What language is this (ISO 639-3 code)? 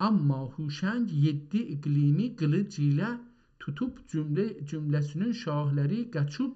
azb